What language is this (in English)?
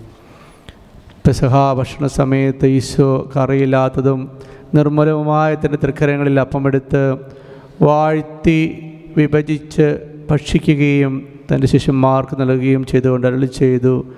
Malayalam